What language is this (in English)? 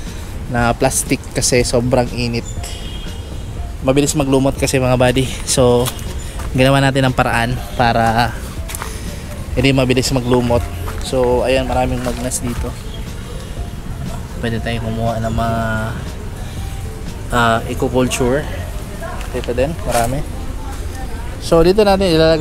Filipino